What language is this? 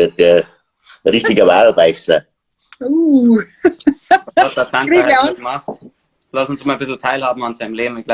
Bavarian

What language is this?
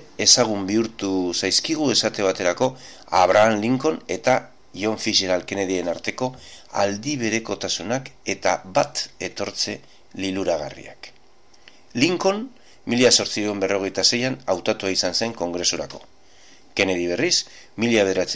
Basque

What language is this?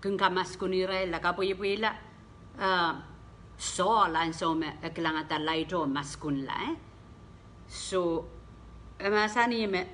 Pohnpeian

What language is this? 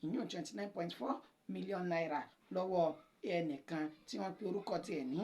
Yoruba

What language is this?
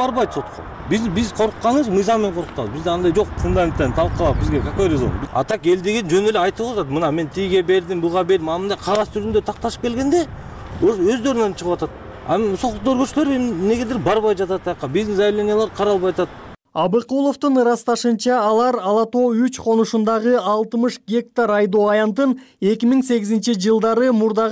Kyrgyz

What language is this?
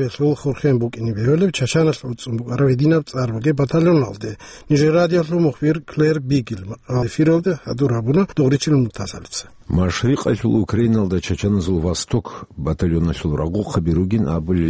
Avaric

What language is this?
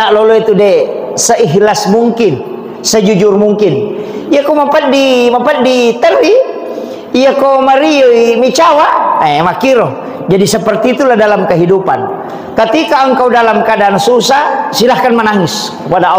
Buginese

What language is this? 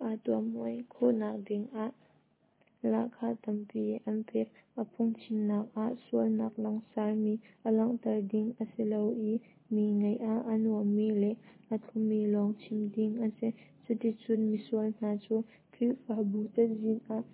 Hakha Chin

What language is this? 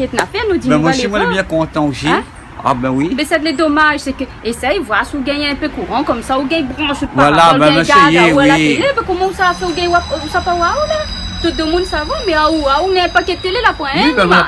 Réunion Creole French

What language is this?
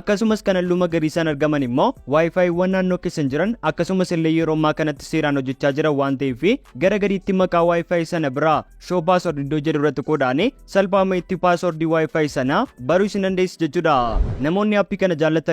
Oromo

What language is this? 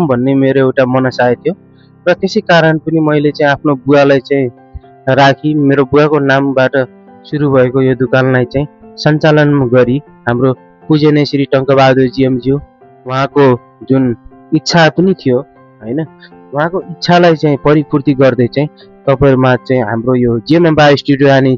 Nepali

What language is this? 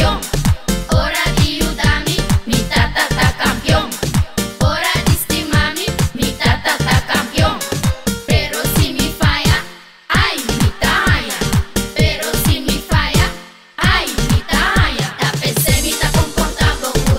Papiamento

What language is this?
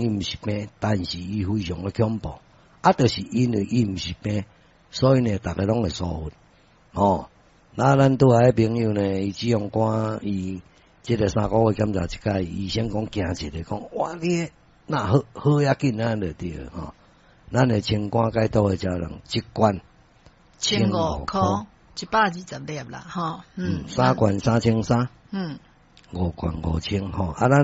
Min Nan Chinese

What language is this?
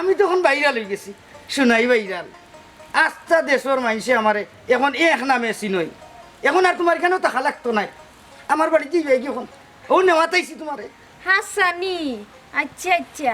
Sylheti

